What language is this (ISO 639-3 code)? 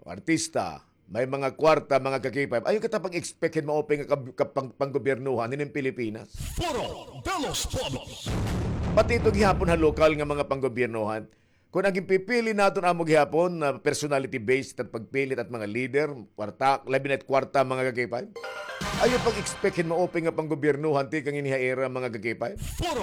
war